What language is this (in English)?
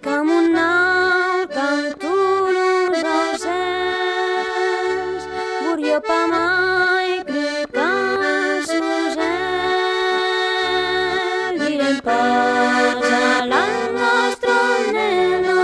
Occitan